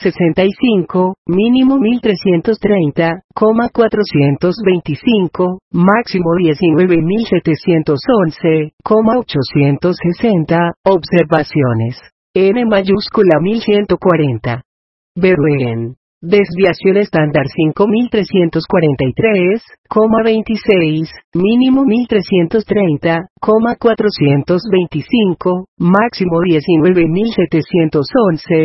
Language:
Spanish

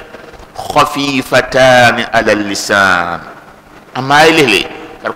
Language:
Dagbani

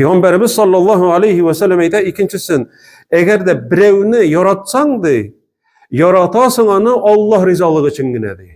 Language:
Tatar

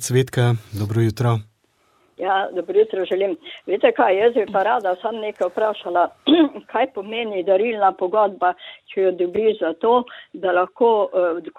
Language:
Slovenian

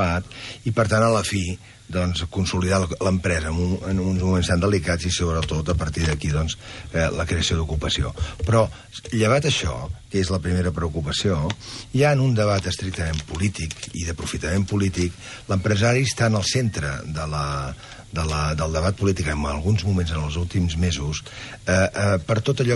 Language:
Catalan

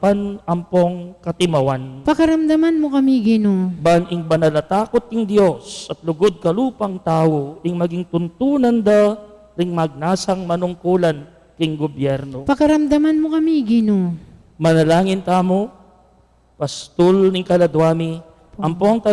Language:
Pampanga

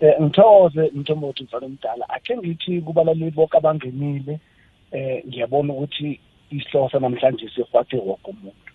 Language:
South Ndebele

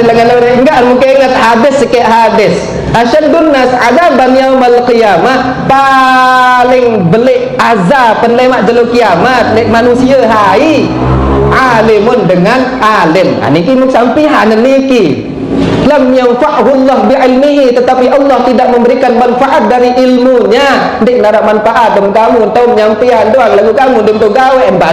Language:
Sasak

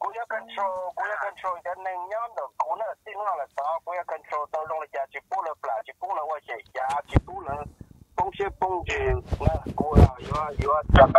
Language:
Hmong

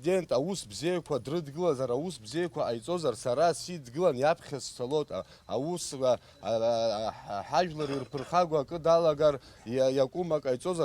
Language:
Abkhazian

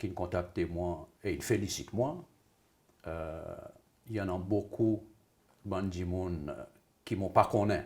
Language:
Seselwa Creole French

